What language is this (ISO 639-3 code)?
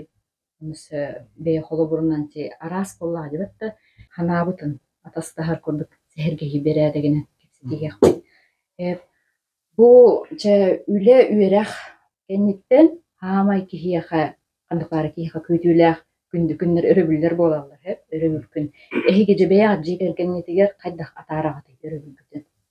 sah